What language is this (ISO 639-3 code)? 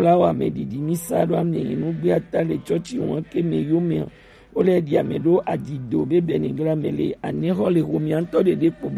gej